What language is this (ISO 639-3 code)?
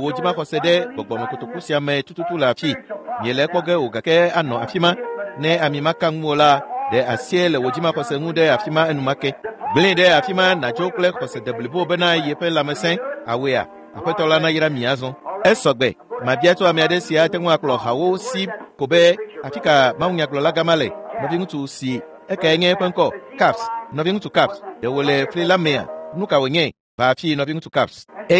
ewe